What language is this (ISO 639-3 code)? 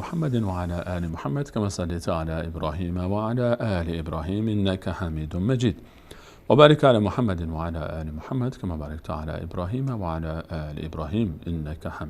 fas